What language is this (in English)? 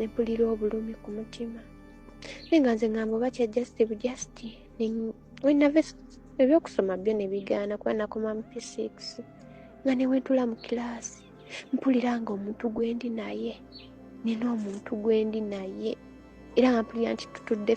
Ganda